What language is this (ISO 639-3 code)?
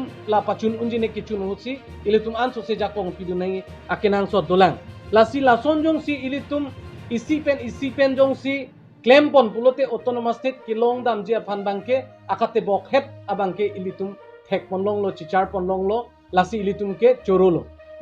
mjw